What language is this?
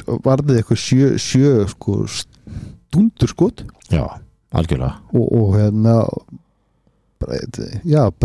Icelandic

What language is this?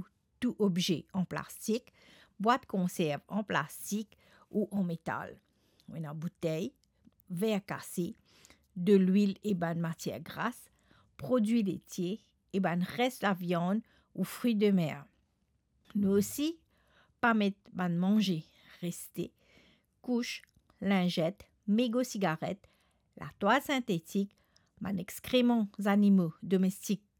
Morisyen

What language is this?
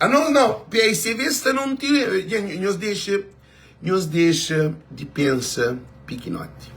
Kabuverdianu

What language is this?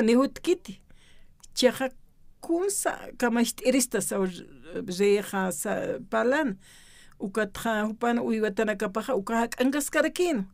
Aymara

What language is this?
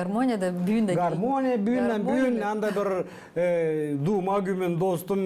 Gagauz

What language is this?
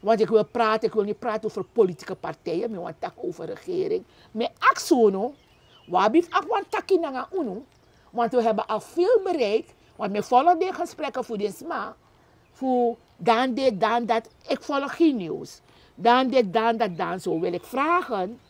Sranan Tongo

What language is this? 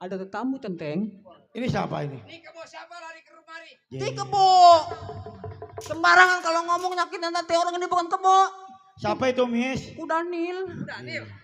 Betawi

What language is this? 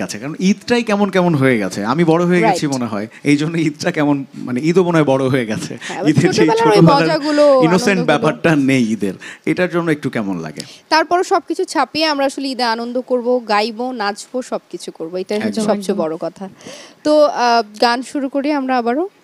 Bangla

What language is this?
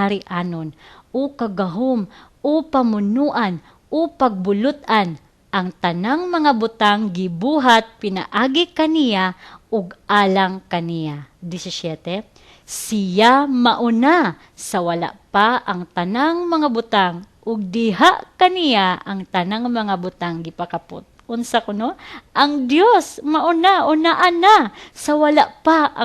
Cebuano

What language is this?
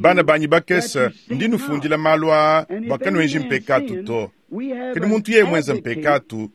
Luba-Lulua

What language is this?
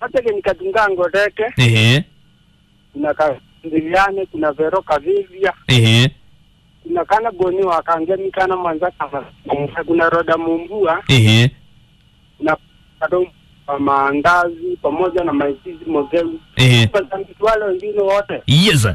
Kamba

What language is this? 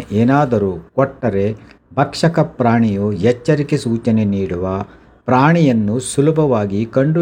Kannada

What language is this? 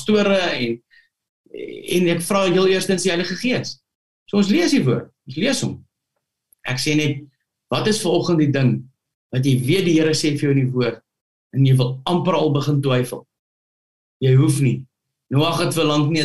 Afrikaans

